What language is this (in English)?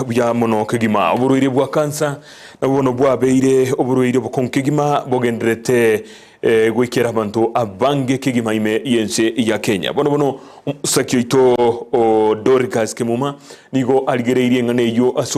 Gusii